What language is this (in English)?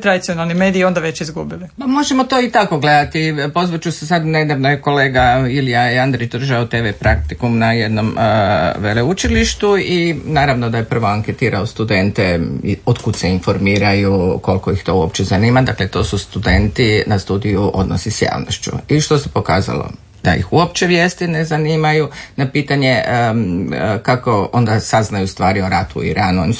Croatian